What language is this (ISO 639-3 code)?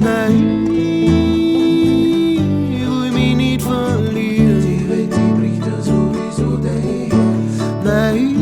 bar